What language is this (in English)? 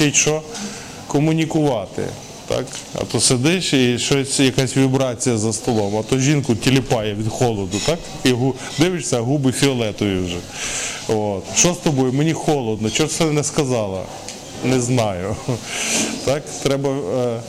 Ukrainian